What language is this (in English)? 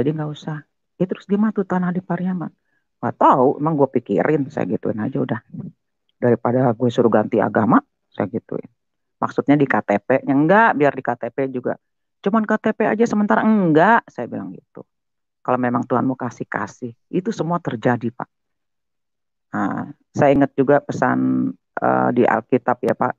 Indonesian